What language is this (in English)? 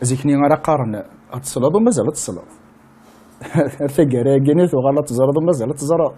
Kabyle